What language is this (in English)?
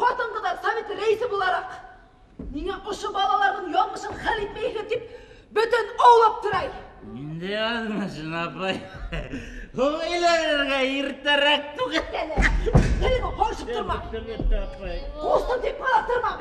Bashkir